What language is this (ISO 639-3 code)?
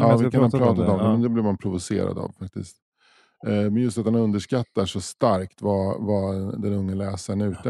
swe